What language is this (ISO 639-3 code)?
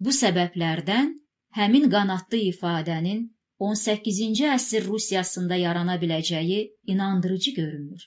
aze